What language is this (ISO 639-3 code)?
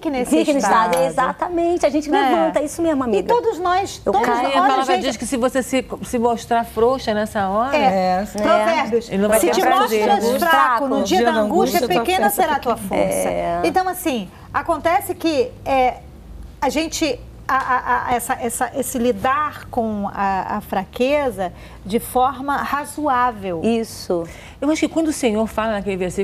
por